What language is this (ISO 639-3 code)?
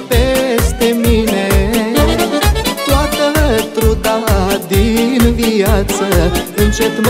ron